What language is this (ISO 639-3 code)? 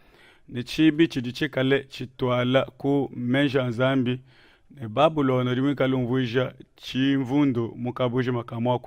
lua